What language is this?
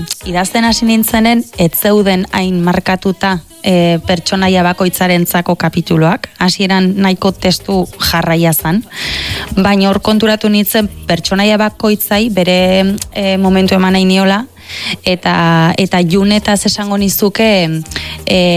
Basque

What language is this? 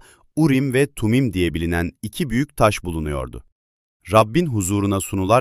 Turkish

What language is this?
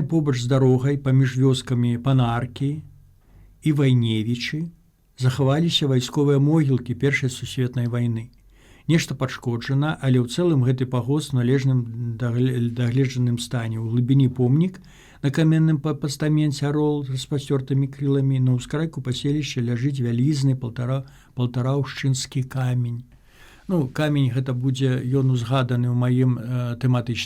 Belarusian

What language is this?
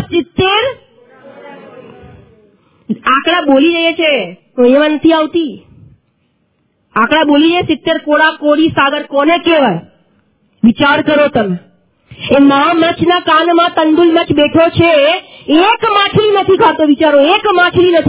Gujarati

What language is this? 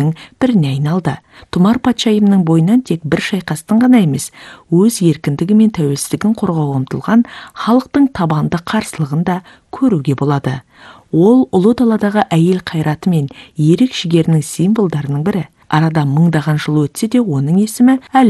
Kazakh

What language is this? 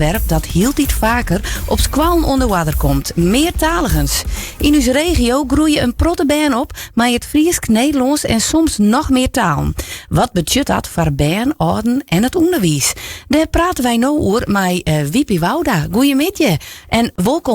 Western Frisian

